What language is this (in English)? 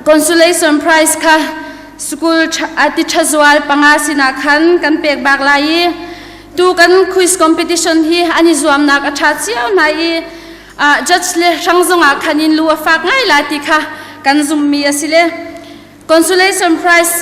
Hakha Chin